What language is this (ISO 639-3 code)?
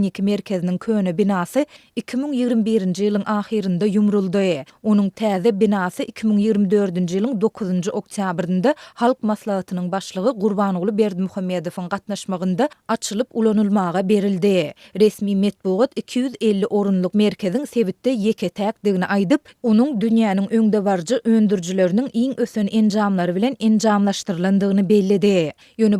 tuk